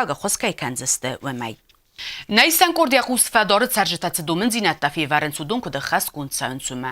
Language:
Ossetic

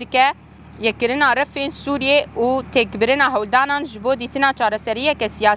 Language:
Kurdish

